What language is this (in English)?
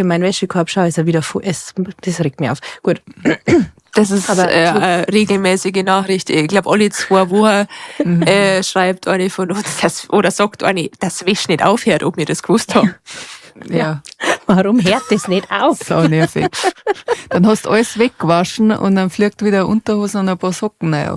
Bavarian